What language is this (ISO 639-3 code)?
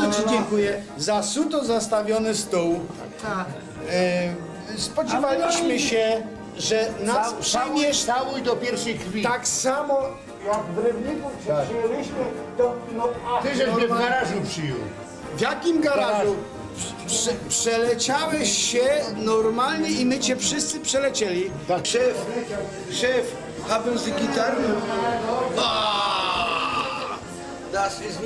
szl